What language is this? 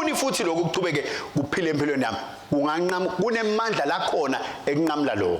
Swati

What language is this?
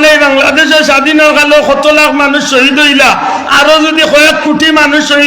Sylheti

